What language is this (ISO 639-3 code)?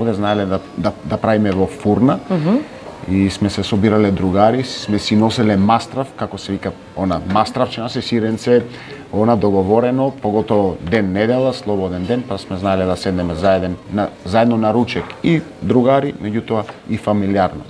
mkd